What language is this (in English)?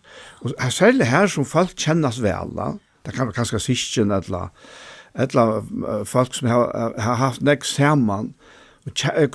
Faroese